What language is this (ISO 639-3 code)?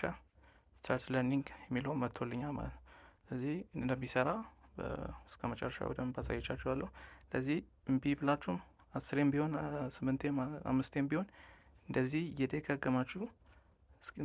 amh